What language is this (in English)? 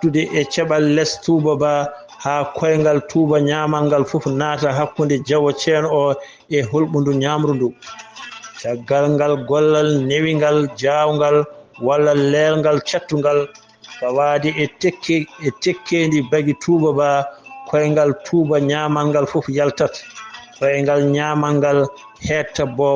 Fula